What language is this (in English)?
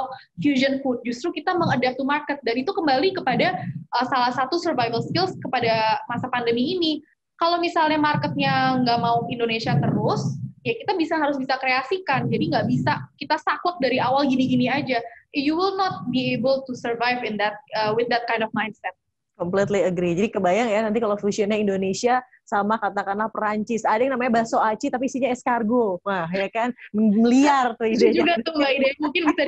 Indonesian